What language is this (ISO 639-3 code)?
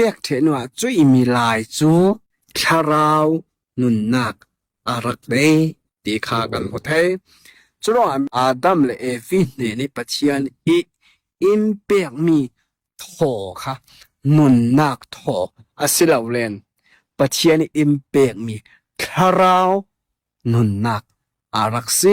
cnh